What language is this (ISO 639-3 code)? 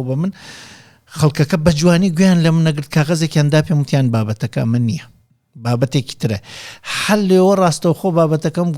ckb